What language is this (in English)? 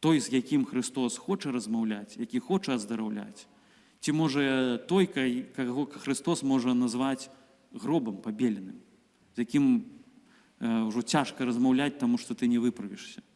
Belarusian